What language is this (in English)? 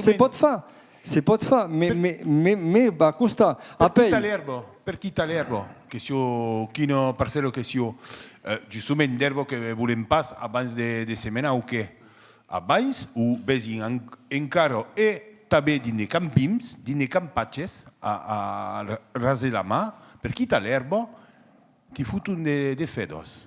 Occitan